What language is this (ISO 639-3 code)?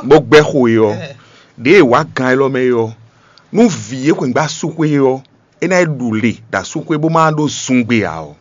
fon